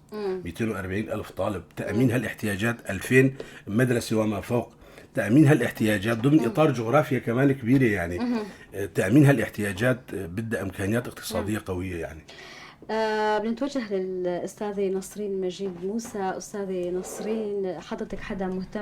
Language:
North Levantine Arabic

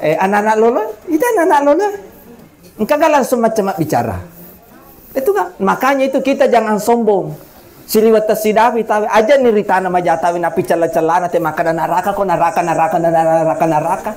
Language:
Buginese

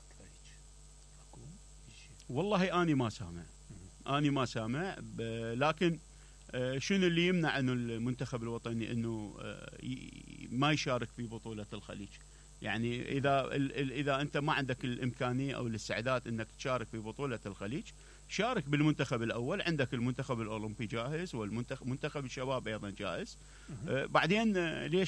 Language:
Mesopotamian Arabic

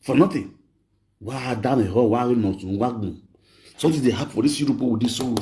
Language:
Nigerian Pidgin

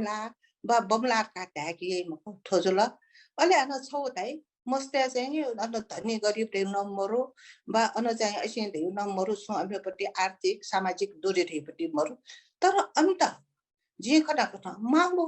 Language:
Newari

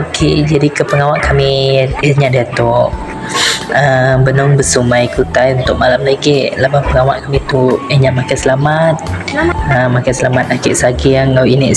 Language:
Iban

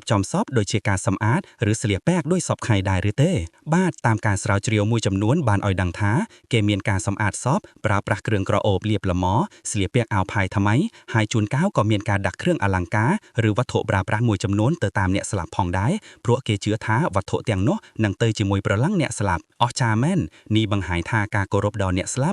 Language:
Khmer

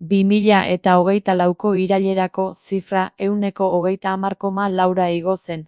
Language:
Basque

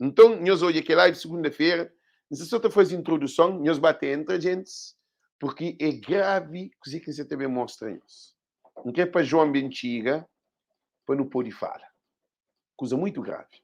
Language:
Kabuverdianu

